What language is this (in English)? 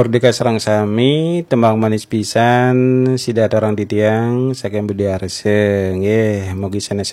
Balinese